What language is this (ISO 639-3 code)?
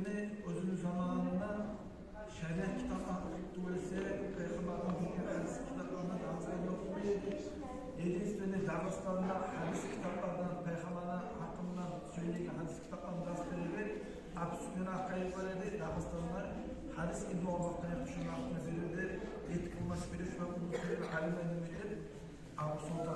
kum